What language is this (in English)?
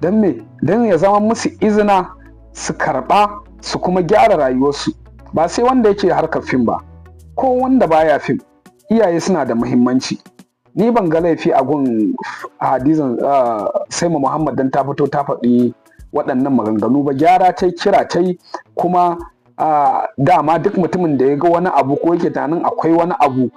Hausa